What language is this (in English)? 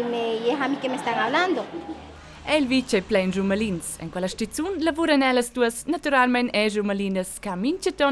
Romansh